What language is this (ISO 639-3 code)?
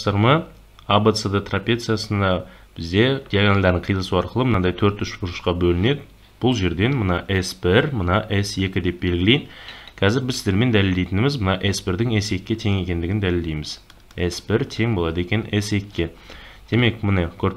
kaz